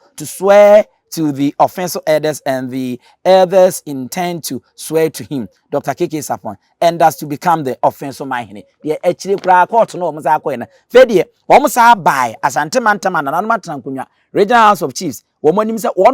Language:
Akan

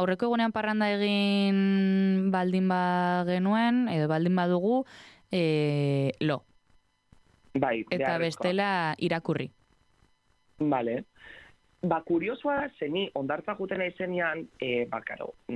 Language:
Basque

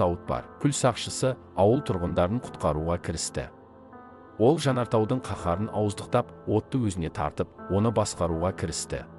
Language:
Kazakh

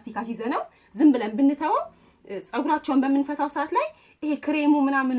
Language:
Amharic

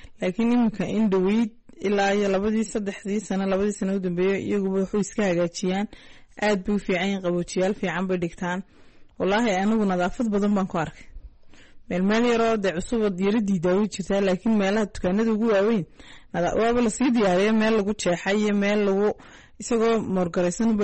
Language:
Somali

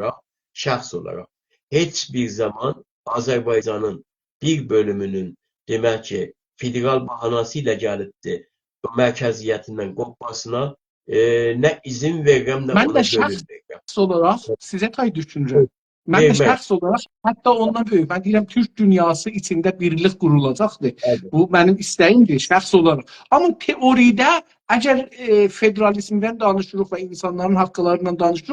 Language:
South Azerbaijani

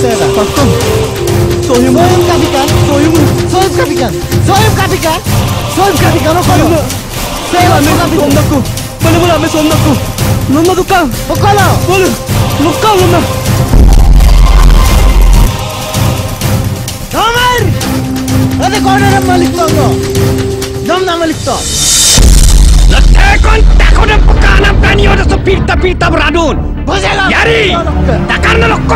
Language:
Mising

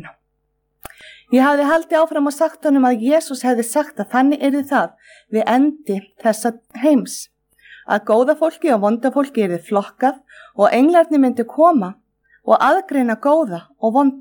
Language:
Icelandic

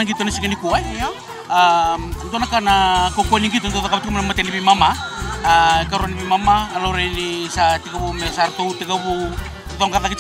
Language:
Fijian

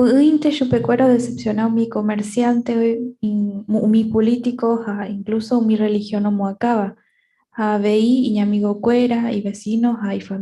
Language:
Guarani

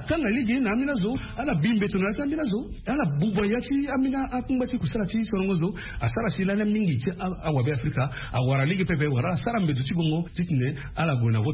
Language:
Sango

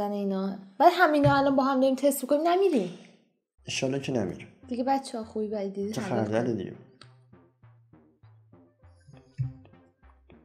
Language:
Persian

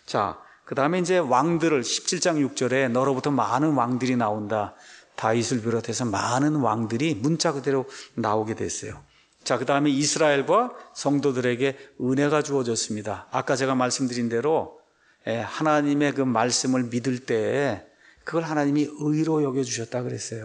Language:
Korean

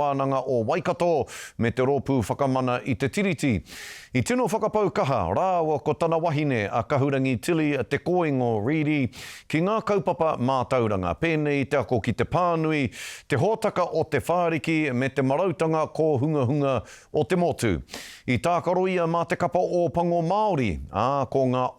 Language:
Māori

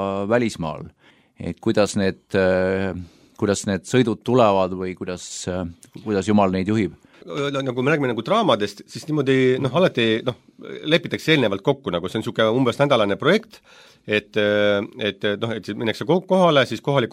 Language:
Estonian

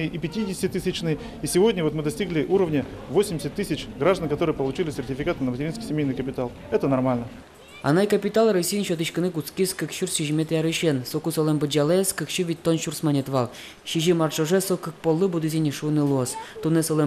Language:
Udmurt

